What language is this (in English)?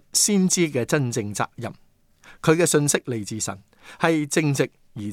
Cantonese